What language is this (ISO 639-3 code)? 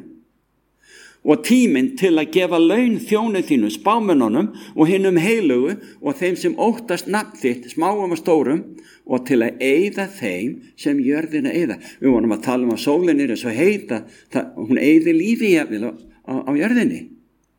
isl